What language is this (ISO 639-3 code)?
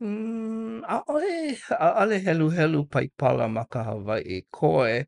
haw